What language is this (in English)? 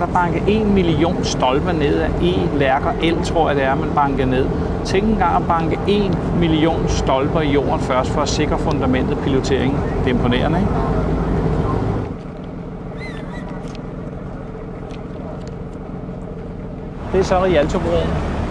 Danish